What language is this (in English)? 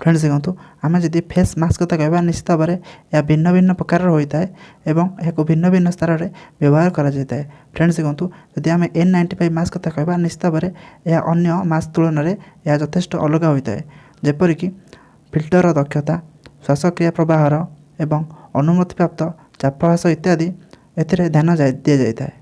Odia